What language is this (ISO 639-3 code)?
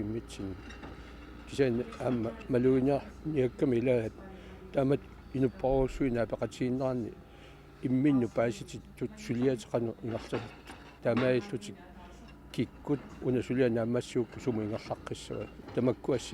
kal